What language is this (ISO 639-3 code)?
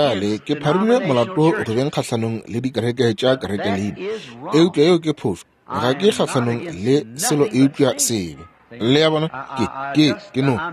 nso